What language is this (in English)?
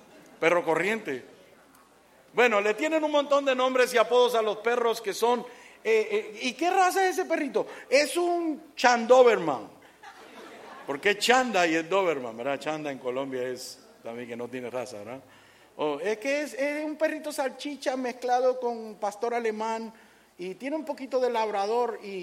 Spanish